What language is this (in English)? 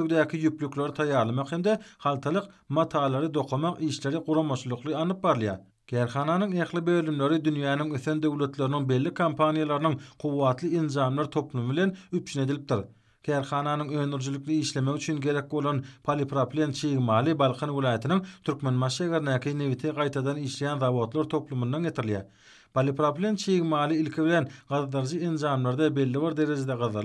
Turkmen